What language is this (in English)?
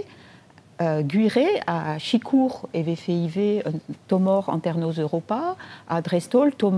Breton